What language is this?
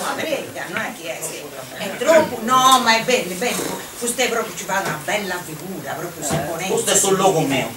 Sardinian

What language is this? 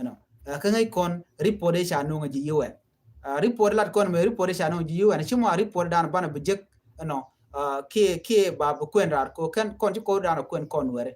Nuer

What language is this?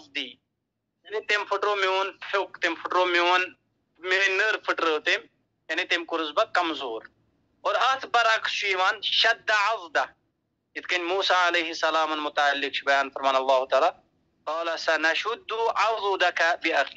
Kashmiri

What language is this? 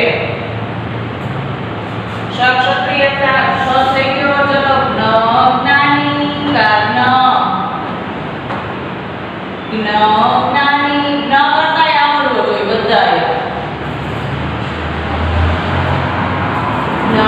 Gujarati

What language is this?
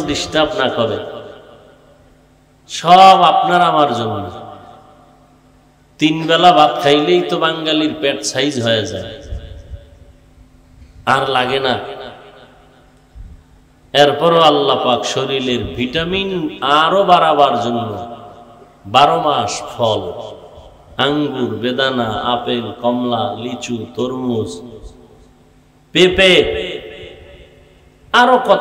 Bangla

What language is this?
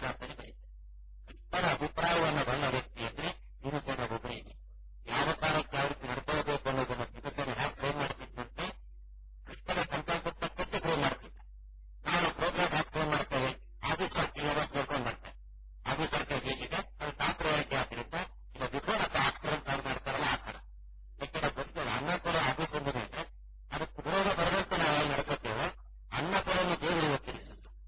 Kannada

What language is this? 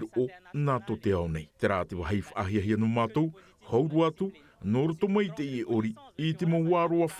Tahitian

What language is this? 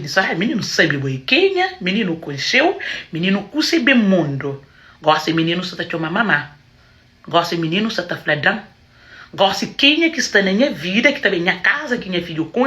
Kabuverdianu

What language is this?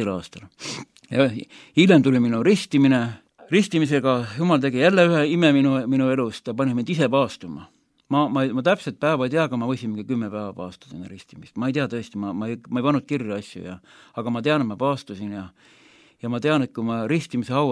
Estonian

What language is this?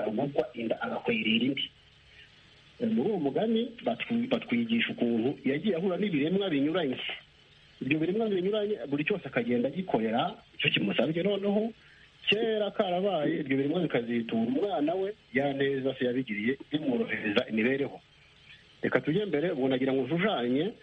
Kinyarwanda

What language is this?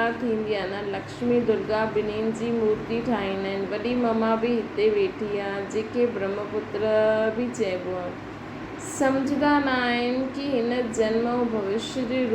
Sindhi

